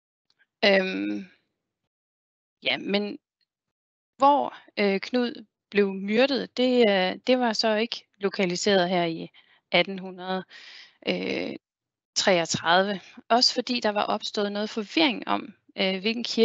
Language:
Danish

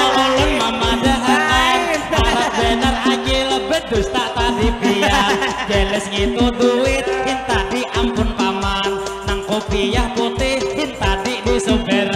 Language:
Banjar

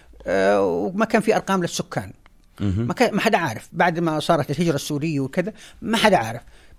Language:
North Levantine Arabic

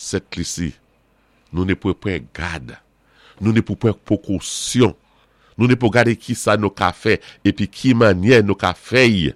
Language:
Saint Lucian Creole French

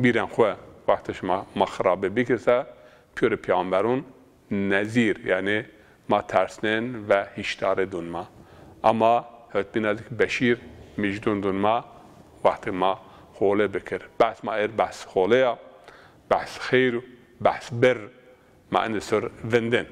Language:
Zaza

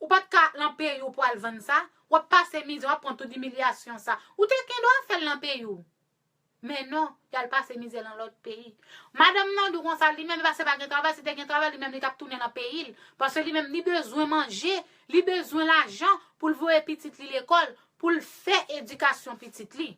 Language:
Haitian Creole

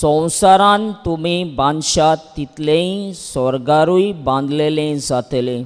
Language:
Konkani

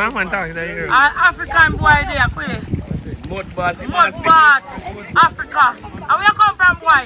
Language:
Jamaican Creole English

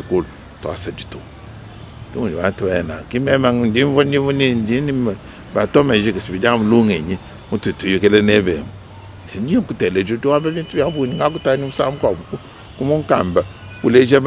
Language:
Luba-Lulua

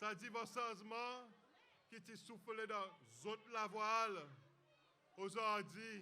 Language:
Seselwa Creole French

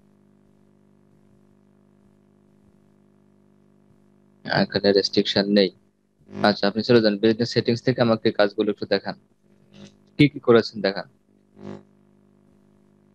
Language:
Bangla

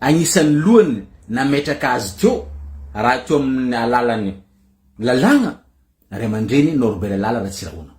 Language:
Malagasy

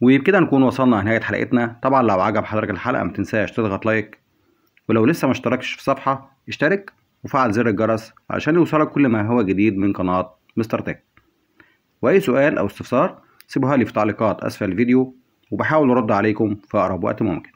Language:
Egyptian Arabic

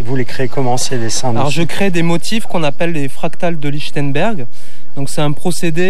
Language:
French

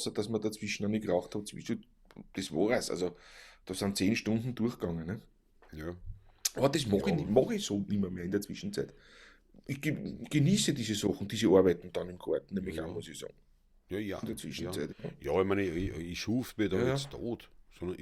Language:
Bavarian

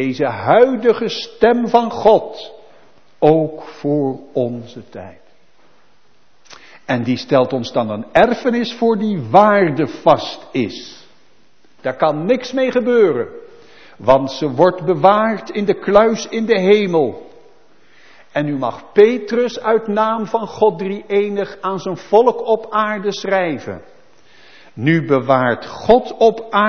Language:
Dutch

